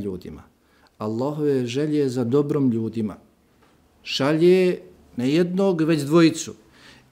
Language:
Bosnian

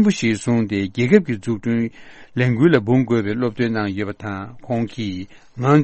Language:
Tibetan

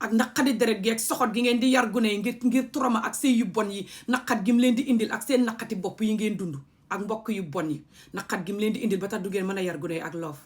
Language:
Wolof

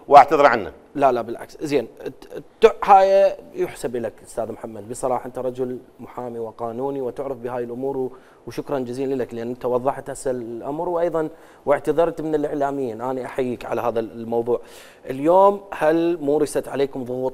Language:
Mesopotamian Arabic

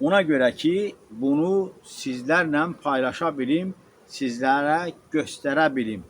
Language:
Azerbaijani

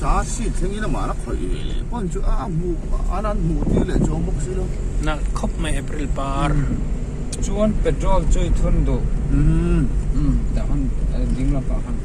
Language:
Mizo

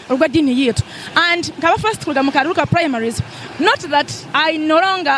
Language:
Nyankole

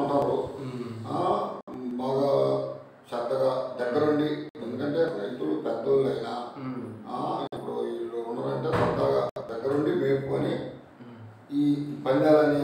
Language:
Telugu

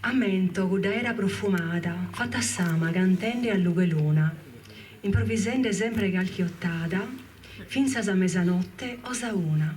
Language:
Sardinian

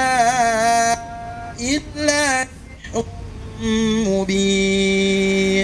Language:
Indonesian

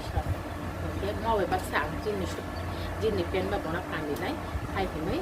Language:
Kok Borok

